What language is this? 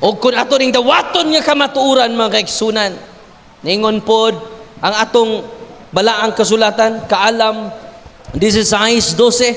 Cebuano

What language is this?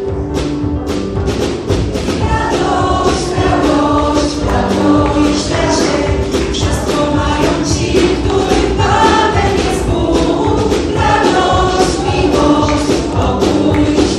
Polish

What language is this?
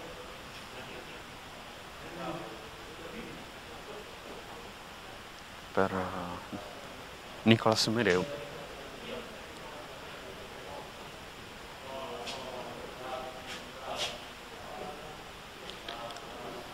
Italian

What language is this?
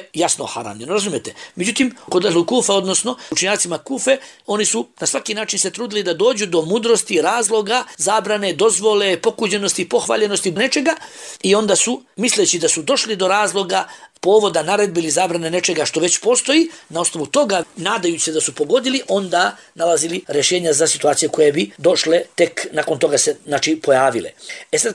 Bosnian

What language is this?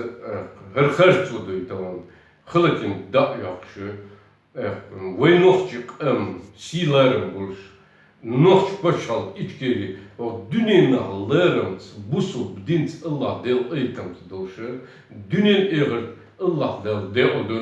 Chechen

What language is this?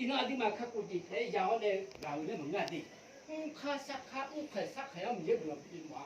Akha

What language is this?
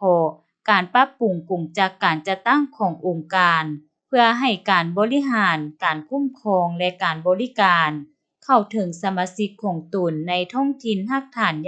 Lao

